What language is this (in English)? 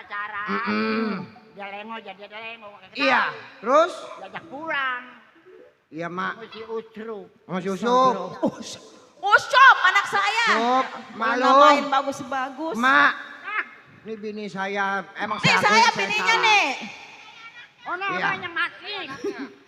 Betawi